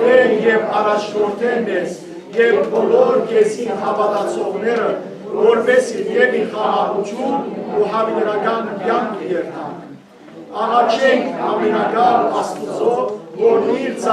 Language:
Western Armenian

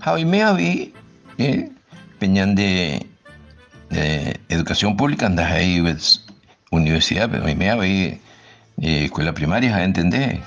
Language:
Guarani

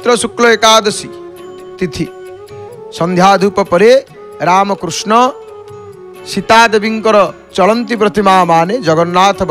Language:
Odia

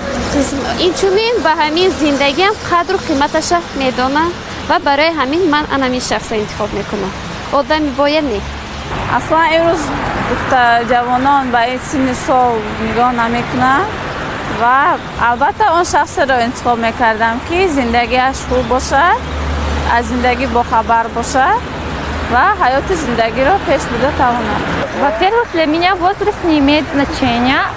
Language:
Tajik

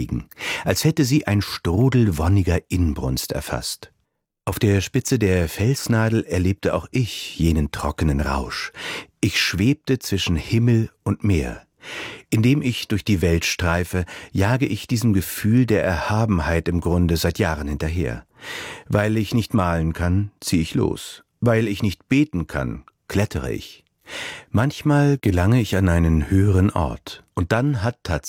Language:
German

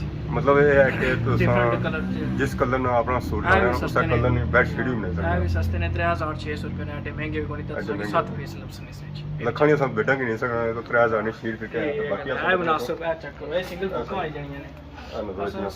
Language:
Pahari-Potwari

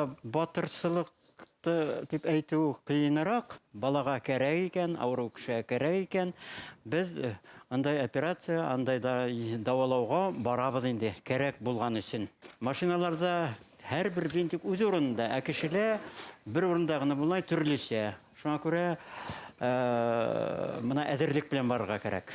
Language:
Bashkir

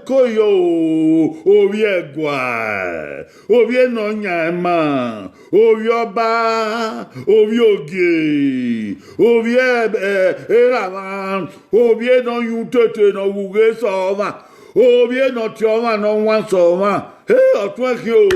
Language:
Bini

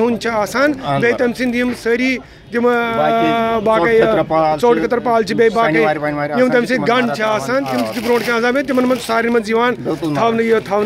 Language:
Kashmiri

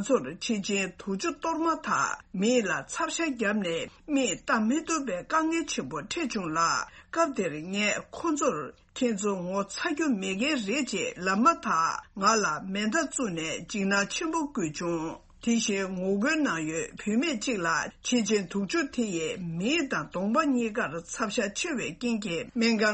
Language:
Tibetan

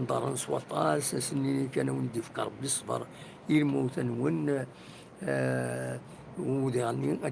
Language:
Kabyle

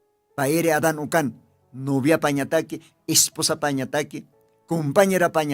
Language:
Aymara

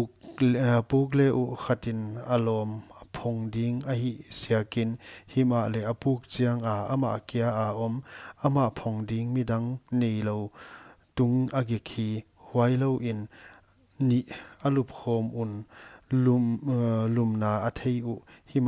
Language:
Paite Chin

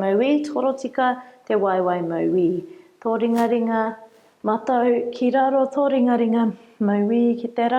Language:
Māori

